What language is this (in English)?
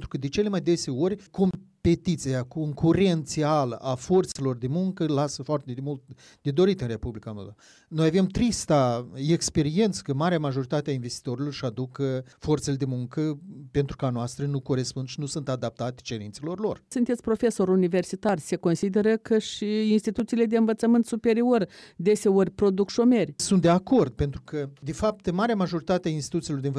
Romanian